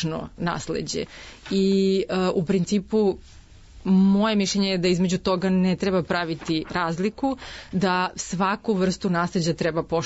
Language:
Serbian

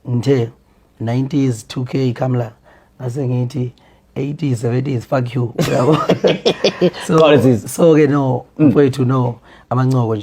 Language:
Zulu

